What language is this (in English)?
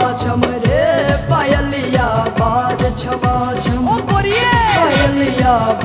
Bhojpuri